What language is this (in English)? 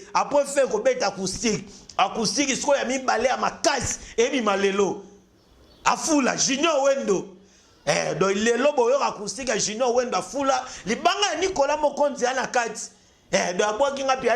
Lingala